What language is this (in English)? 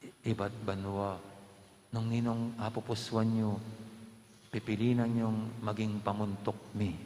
Pampanga